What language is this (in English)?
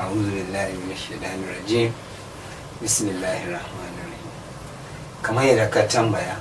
Hausa